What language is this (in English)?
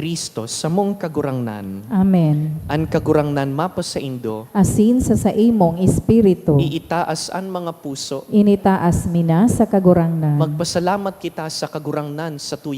Bikol